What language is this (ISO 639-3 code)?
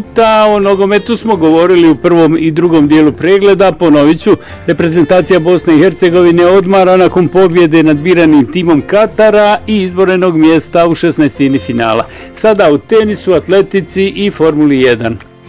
bos